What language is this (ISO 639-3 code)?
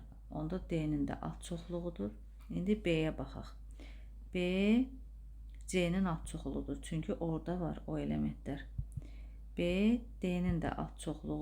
aze